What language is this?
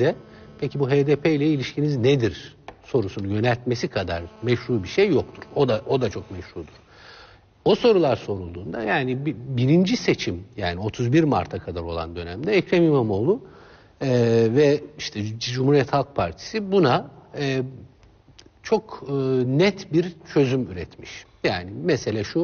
Turkish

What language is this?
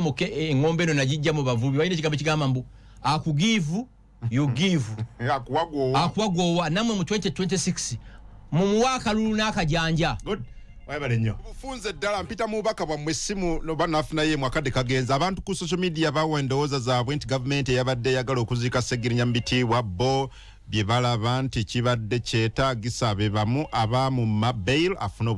Ganda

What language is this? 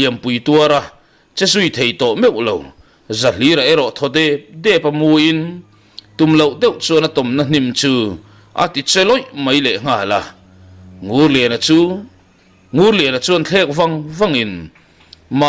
Mizo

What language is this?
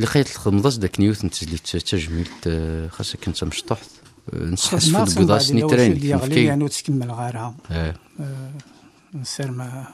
Kabyle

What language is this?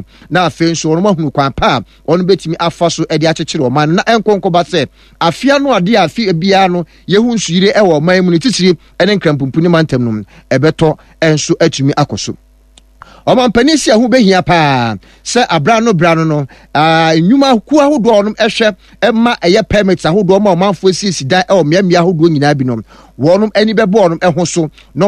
Akan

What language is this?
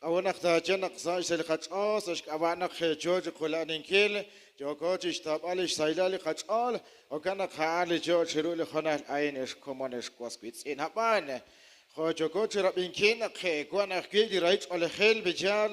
Kekchí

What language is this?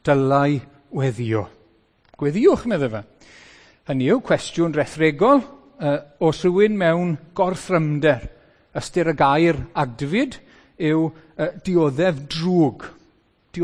Welsh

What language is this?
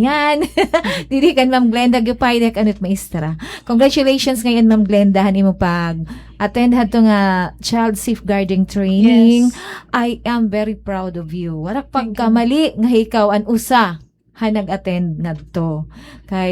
Waray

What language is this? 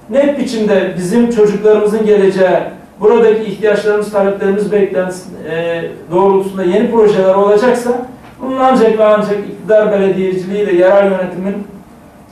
Turkish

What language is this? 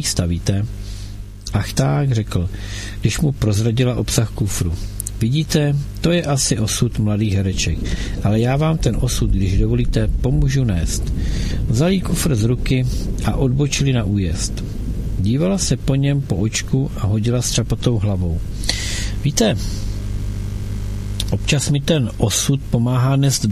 Czech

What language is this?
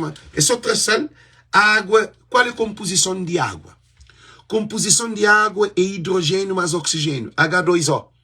Kabuverdianu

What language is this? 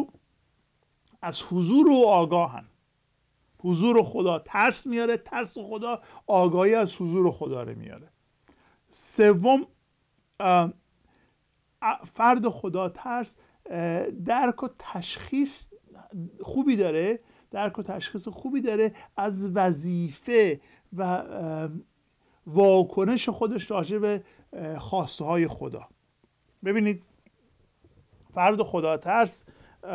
Persian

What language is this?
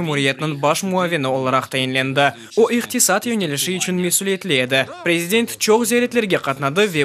Crimean Tatar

